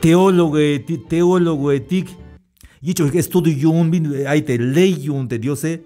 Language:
Tzeltal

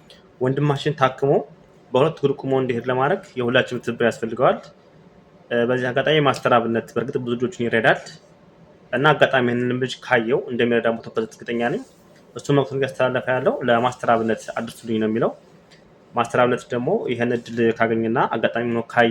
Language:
Amharic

